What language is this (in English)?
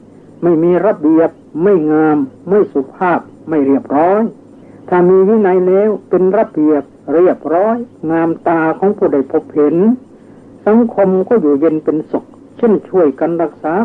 Thai